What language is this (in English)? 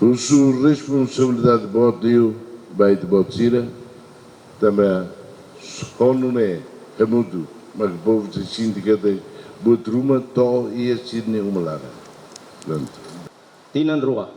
Tetum